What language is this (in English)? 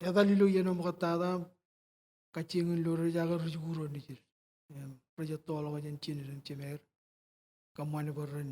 Marshallese